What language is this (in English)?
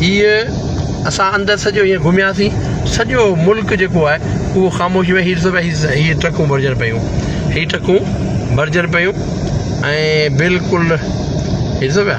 Sindhi